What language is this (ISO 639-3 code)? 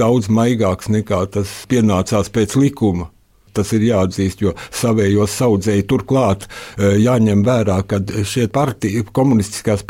lav